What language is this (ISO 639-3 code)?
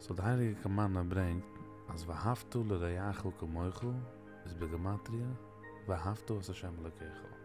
yid